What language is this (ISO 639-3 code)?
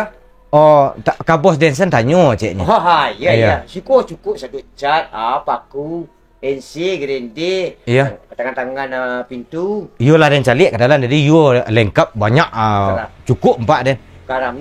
min